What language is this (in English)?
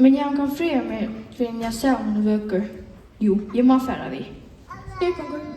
Faroese